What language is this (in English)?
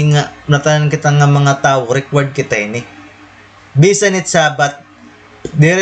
Waray